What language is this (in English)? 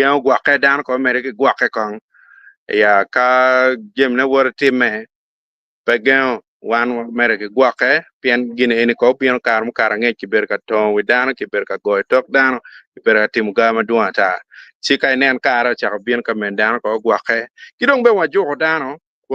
Acoli